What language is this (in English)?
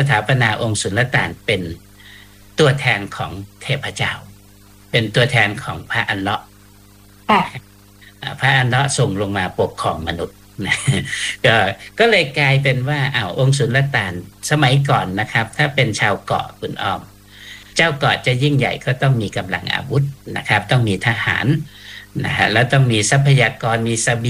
Thai